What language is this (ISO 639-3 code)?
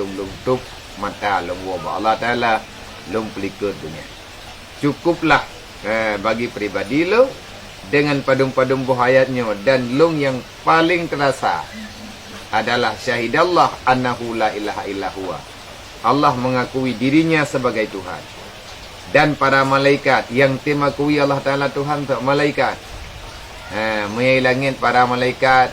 ace